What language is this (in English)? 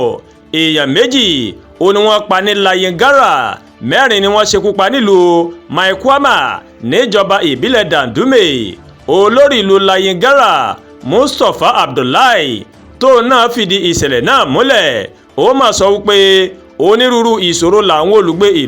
Yoruba